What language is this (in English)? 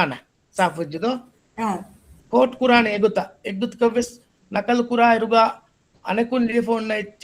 Divehi